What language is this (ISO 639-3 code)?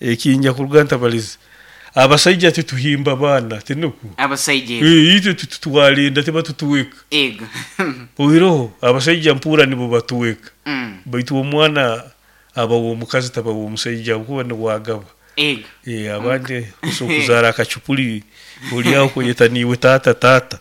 nyo